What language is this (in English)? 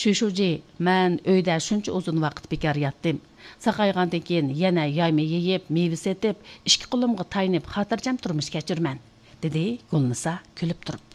Uyghur